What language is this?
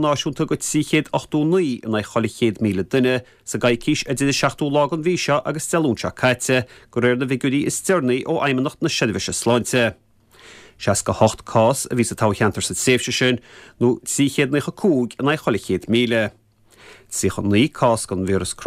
Irish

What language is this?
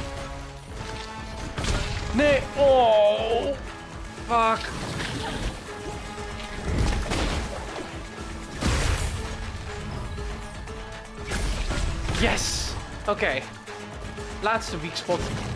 Dutch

